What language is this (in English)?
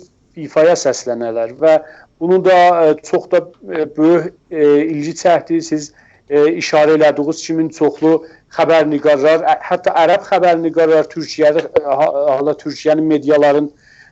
South Azerbaijani